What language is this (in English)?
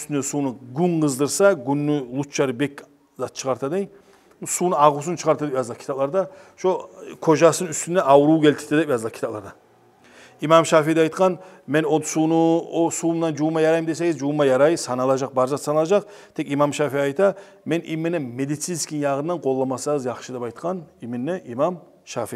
Kumyk